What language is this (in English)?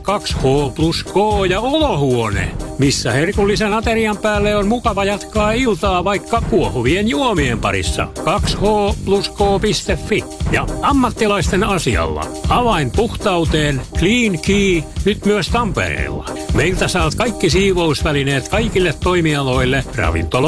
Finnish